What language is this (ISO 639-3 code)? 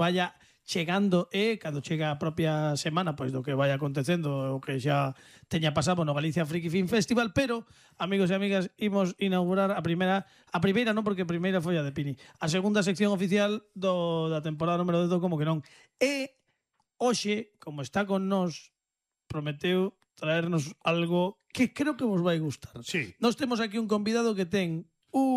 glg